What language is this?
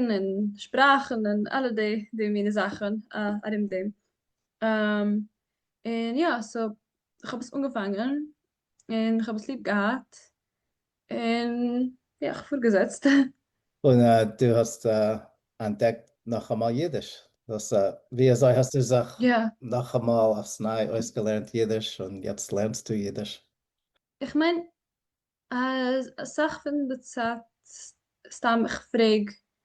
Yiddish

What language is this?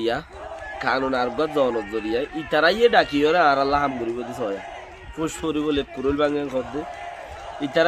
Rohingya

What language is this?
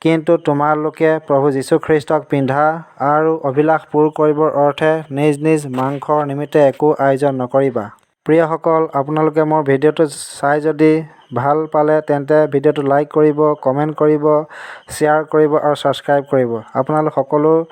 Assamese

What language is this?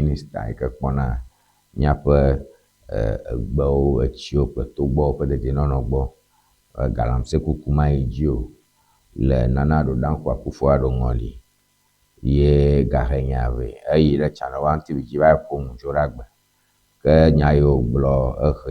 Ewe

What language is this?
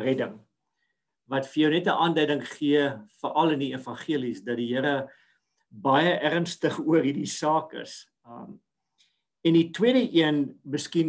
Afrikaans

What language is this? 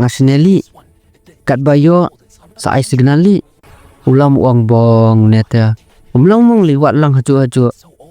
Khasi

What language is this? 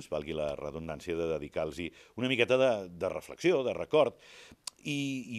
Catalan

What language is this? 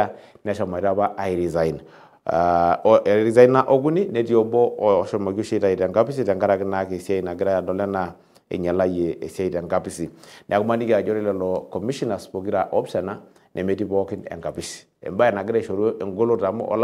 Masai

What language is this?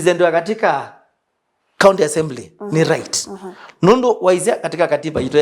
Kamba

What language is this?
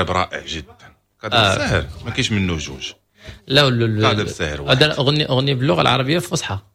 Moroccan Arabic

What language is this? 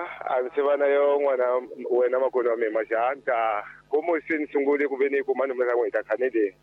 Tsonga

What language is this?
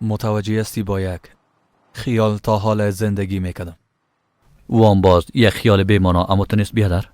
Persian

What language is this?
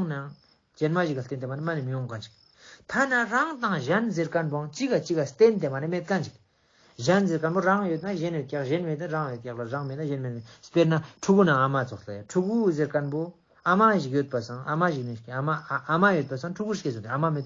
Ladakhi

